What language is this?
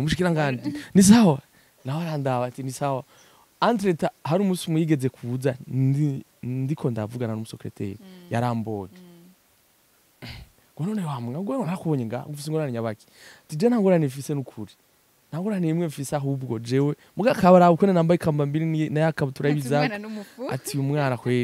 Rundi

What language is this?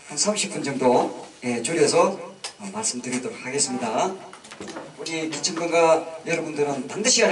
Korean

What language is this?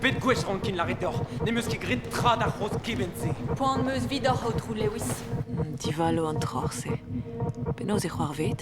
Breton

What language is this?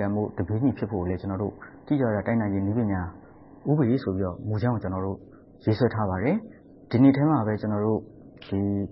Burmese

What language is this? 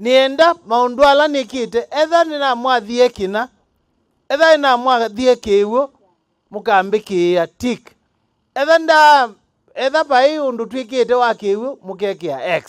Kamba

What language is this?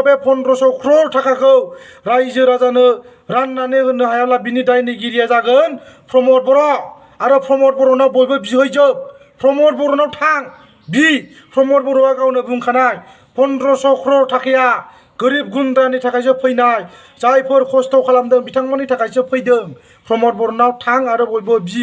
Bodo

